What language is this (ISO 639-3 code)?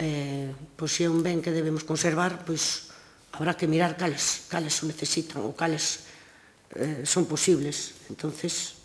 glg